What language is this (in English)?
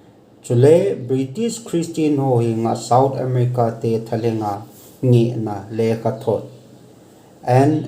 Thado Chin